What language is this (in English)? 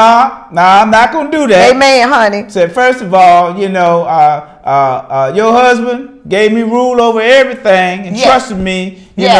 English